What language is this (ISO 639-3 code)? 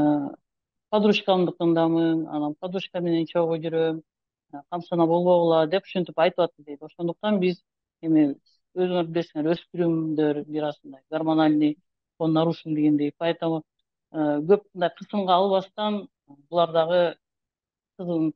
kir